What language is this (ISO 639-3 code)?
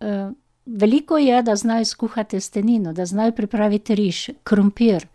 slv